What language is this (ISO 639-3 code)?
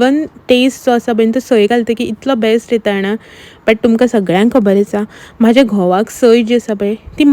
kok